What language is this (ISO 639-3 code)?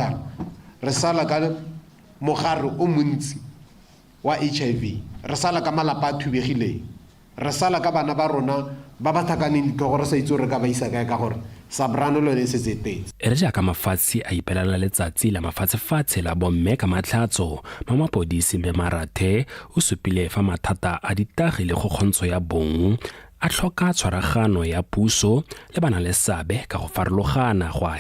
tsn